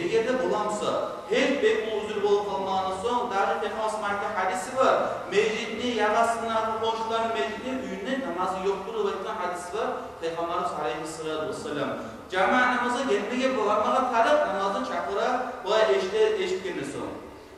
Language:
Kumyk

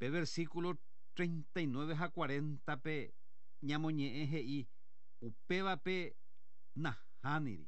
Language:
Guarani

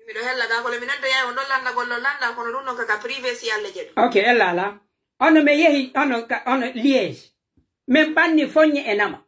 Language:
Pular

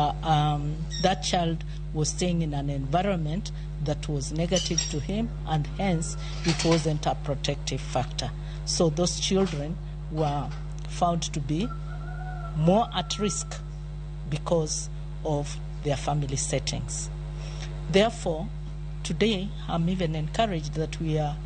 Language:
Luo (Kenya and Tanzania)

